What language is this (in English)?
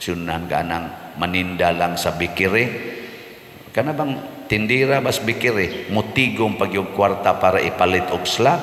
Cebuano